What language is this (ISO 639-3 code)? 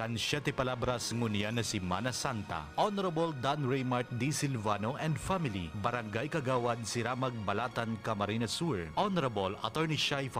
bik